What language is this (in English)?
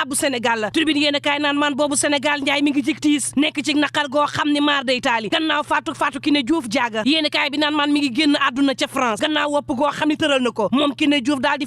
Wolof